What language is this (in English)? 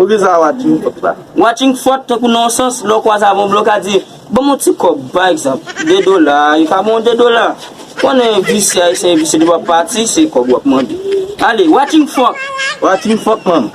Haitian Creole